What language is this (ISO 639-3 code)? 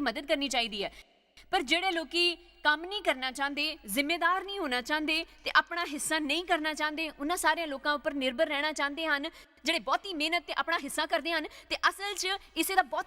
doi